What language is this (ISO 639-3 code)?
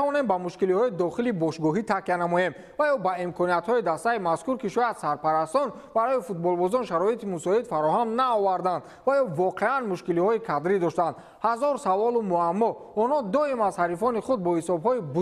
tgk